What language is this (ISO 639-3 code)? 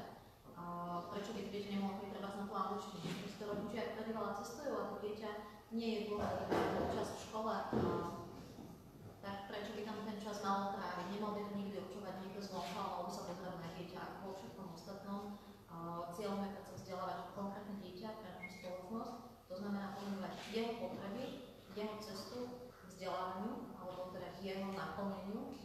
slk